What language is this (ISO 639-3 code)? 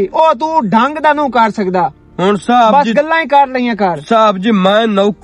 lah